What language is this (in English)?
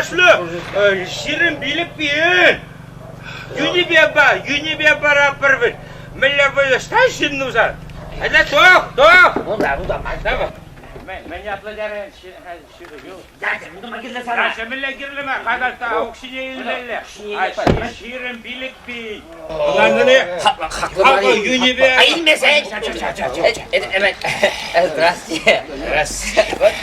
Chuvash